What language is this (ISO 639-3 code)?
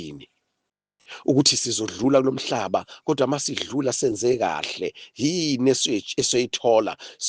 zul